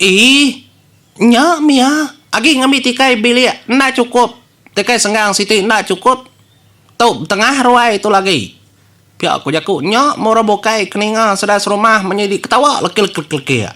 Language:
Iban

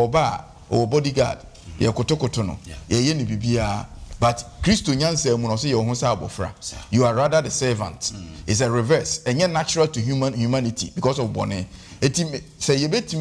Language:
Akan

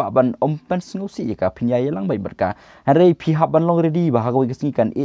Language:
Khasi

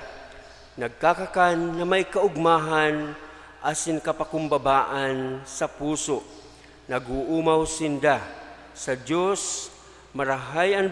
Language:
Bikol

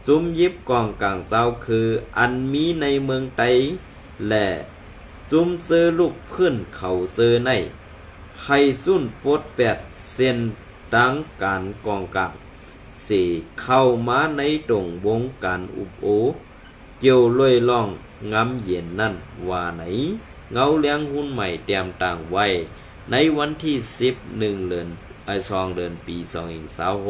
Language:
Shan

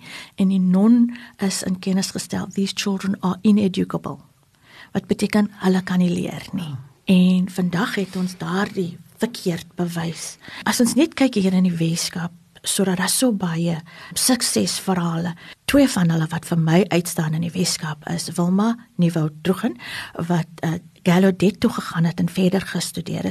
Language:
Afrikaans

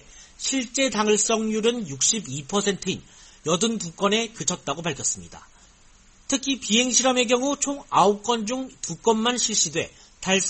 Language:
Korean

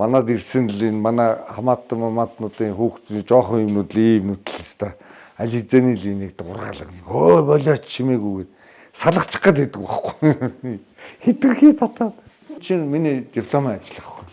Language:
Mongolian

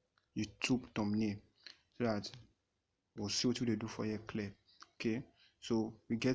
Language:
Nigerian Pidgin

